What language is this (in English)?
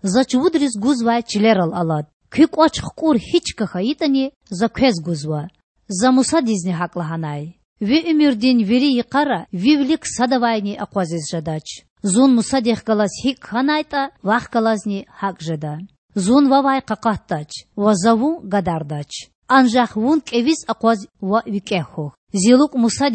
Lezghian